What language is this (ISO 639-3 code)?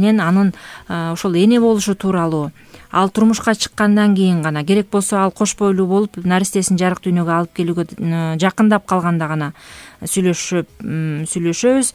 kir